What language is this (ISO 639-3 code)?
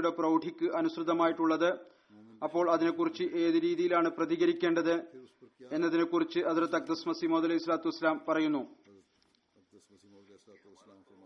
mal